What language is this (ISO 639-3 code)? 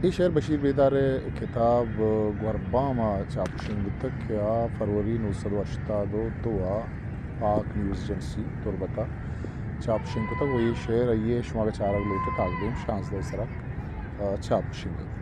bal